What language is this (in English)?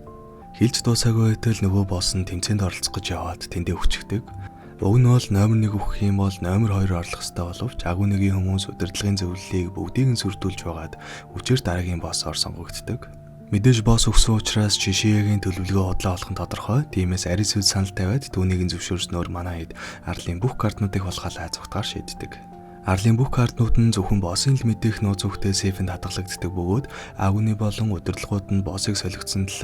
Mongolian